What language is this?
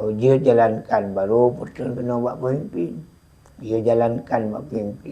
Achinese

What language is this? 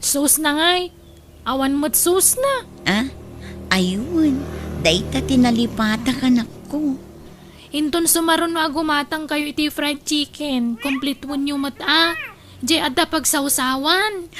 Iloko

